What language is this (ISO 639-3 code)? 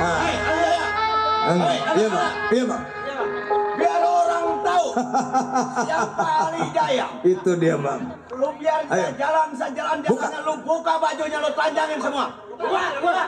bew